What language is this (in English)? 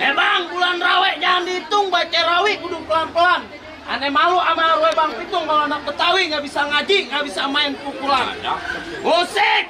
Betawi